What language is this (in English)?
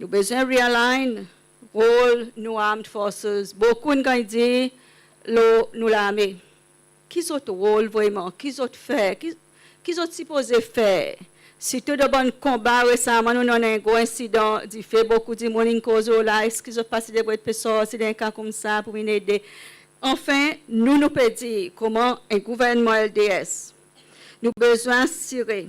Seselwa Creole French